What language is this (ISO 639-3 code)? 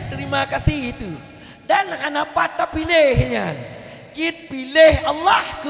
ace